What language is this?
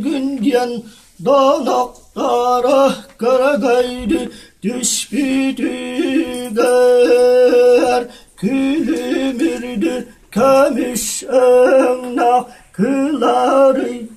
Yakut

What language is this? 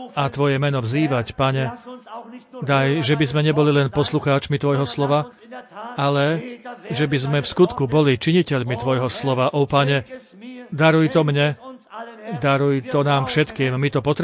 Slovak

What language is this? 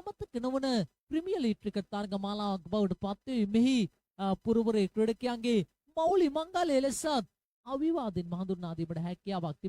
Sinhala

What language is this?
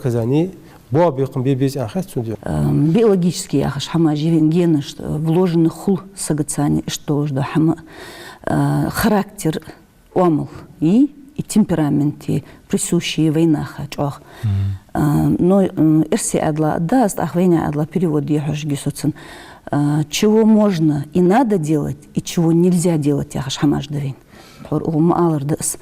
Ingush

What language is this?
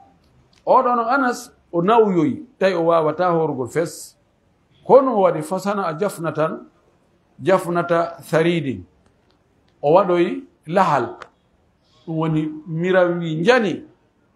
Pular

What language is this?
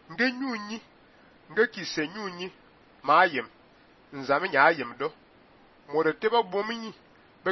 Fang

